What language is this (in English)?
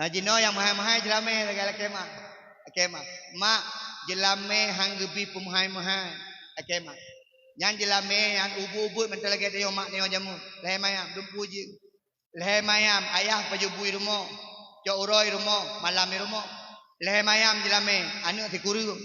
Achinese